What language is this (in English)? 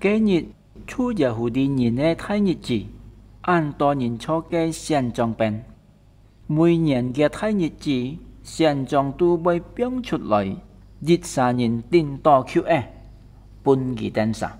Hakka Chinese